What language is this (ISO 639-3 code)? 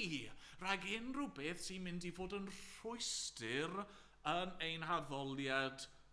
cym